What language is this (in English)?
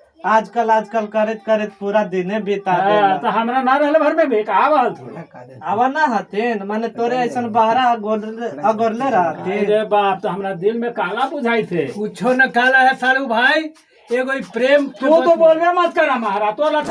Magahi